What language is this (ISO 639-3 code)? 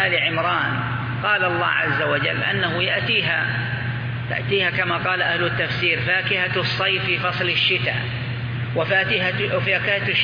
ara